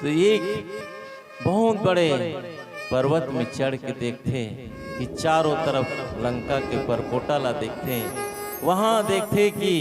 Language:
Chhattisgarhi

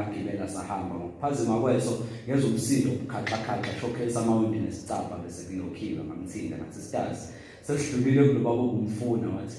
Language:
Zulu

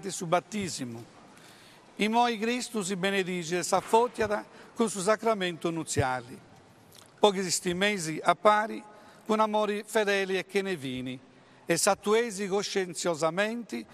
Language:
Sardinian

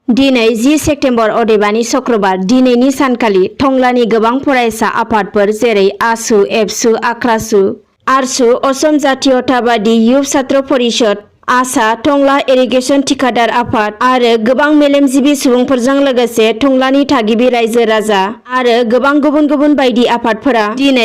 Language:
Bodo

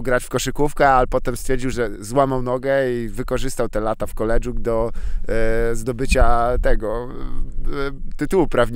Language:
Polish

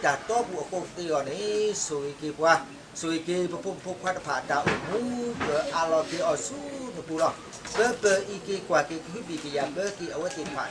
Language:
S'gaw Karen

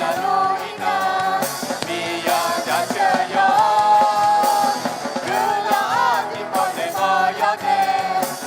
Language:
Akha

